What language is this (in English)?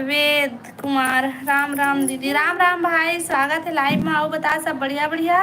Chhattisgarhi